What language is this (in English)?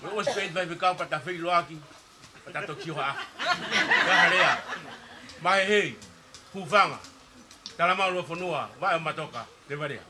Tongan